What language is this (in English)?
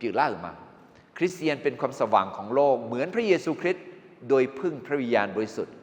Akha